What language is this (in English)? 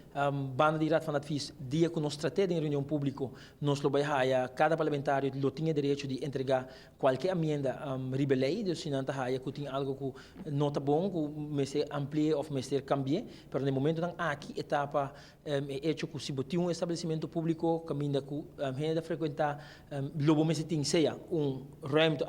Papiamento